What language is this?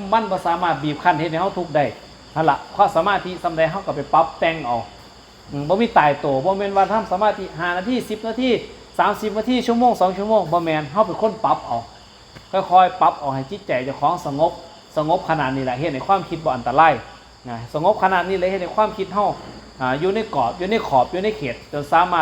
Northeastern Thai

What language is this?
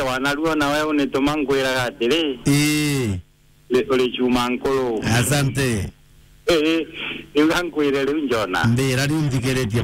Meru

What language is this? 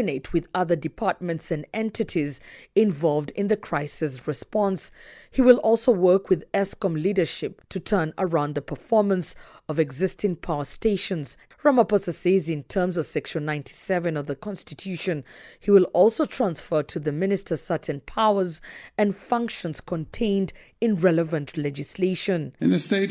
English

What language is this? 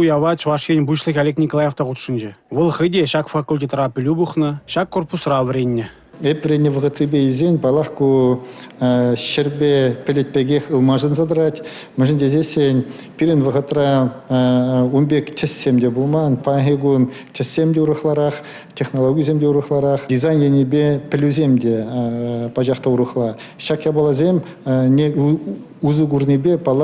Chuvash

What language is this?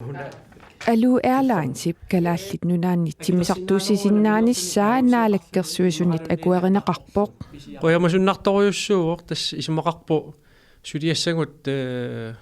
Kalaallisut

